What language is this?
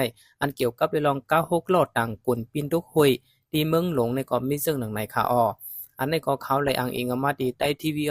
Shan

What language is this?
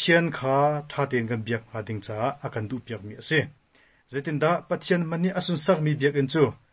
Hakha Chin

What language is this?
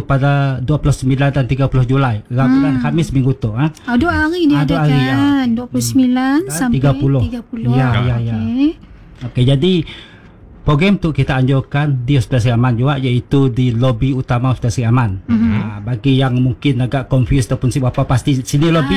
Malay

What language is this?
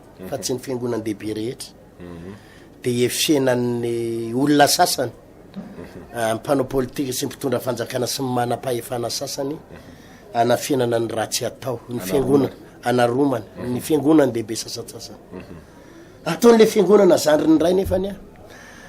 Malagasy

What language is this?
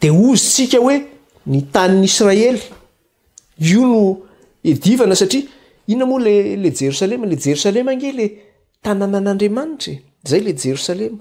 Malagasy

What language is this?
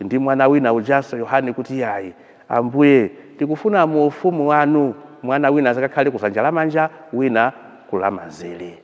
Nyanja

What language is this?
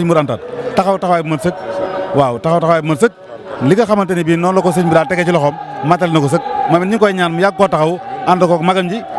Wolof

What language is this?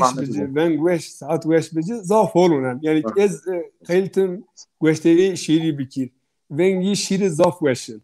Zaza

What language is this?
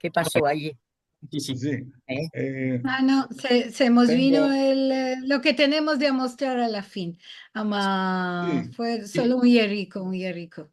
Ladino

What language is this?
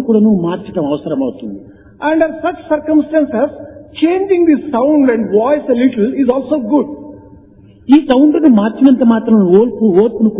Telugu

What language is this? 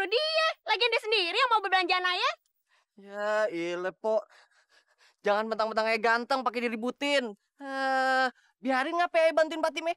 Betawi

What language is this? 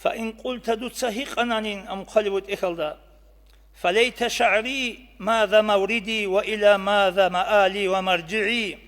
Avaric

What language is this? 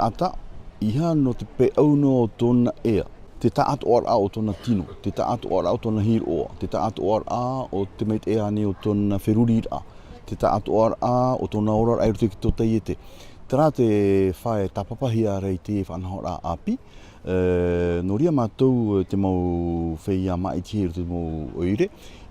Tahitian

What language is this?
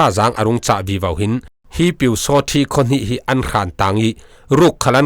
Falam Chin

